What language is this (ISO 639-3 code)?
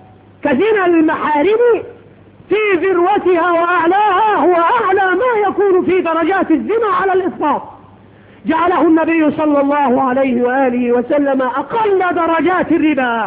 ara